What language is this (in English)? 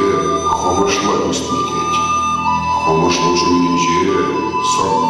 Chuvash